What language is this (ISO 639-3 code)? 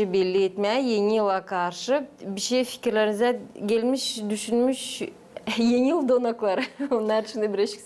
gag